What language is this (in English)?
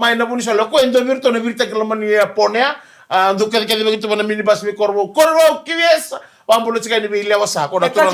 Fijian